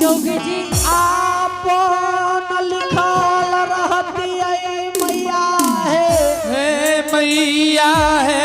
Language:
Angika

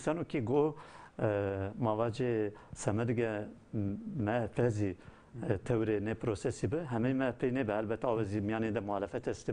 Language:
Zaza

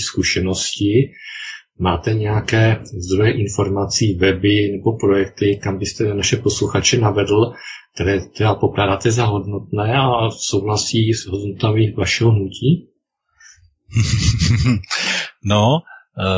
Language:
Czech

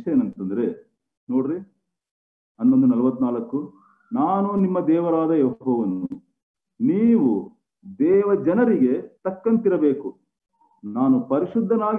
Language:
Kannada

